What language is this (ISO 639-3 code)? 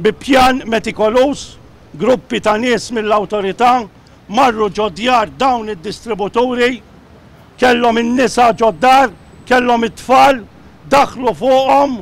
mlt